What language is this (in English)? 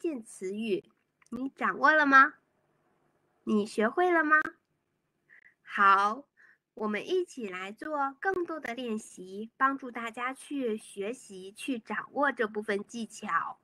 Chinese